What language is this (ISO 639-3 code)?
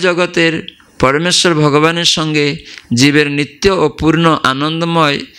ben